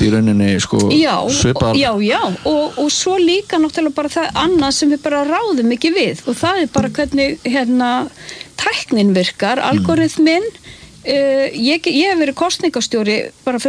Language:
Icelandic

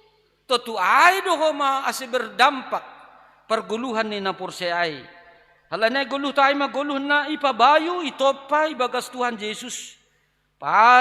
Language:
Batak Simalungun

